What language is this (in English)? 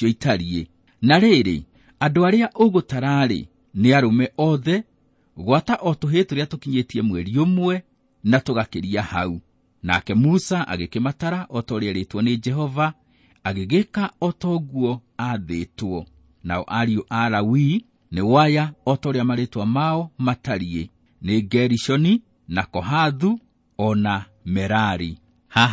Kikuyu